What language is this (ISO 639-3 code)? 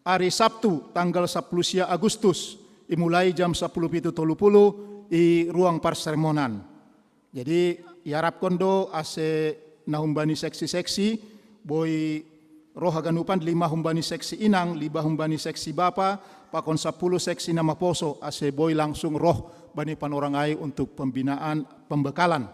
bts